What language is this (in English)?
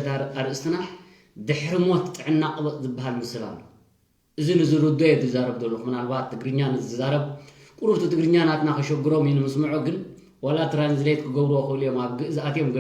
Tigrinya